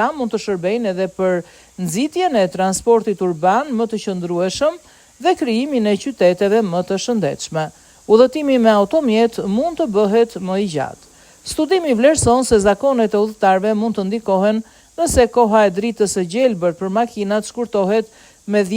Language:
Albanian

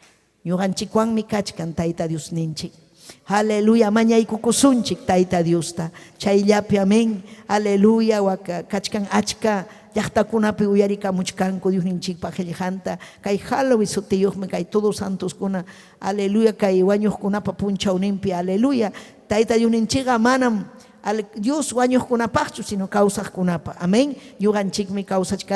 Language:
Ayacucho Quechua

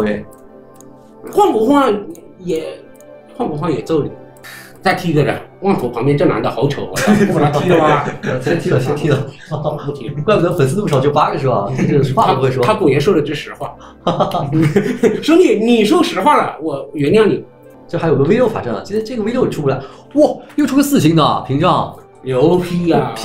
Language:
Chinese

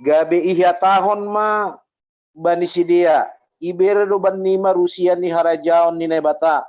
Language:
Batak Simalungun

